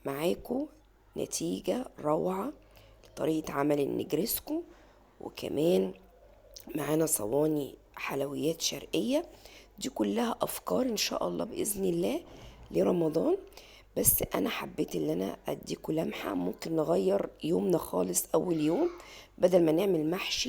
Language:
Egyptian Arabic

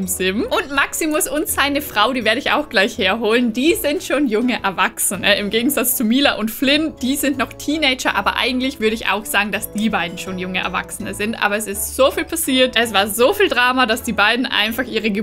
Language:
German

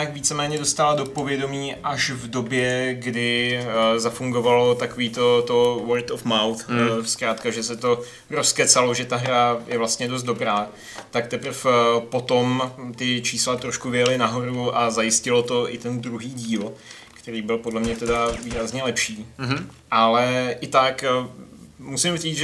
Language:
Czech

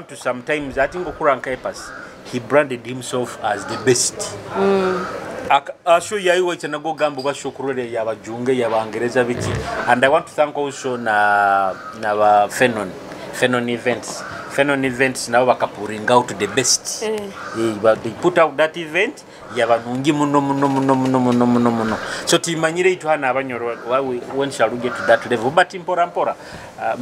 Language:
Nyoro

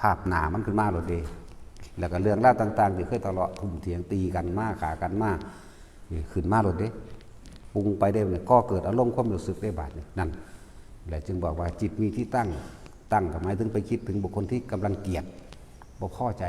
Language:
Northeastern Thai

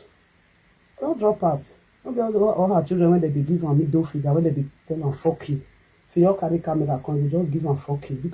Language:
Nigerian Pidgin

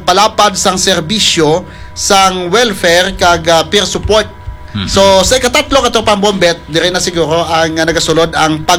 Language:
Hiligaynon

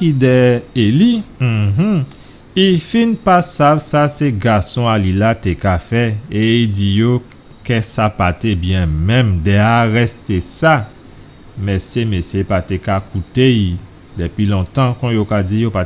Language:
Guadeloupean Creole French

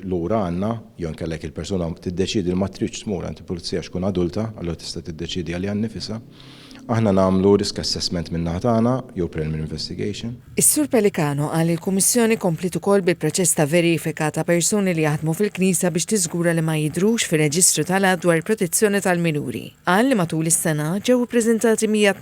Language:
Maltese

